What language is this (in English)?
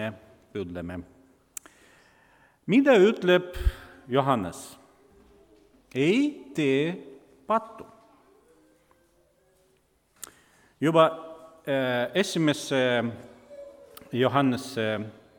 Estonian